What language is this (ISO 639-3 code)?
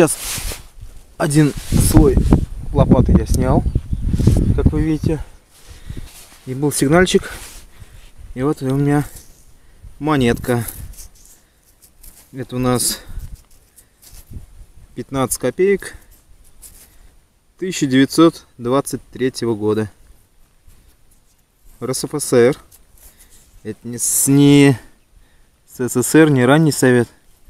rus